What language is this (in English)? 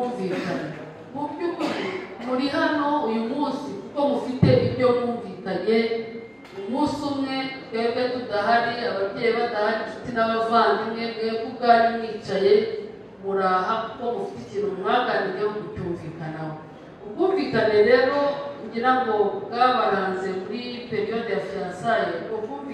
Kinyarwanda